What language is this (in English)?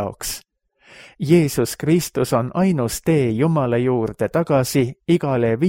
Estonian